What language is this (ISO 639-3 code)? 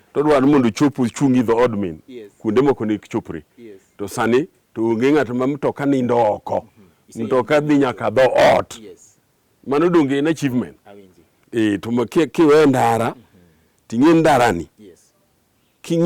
luo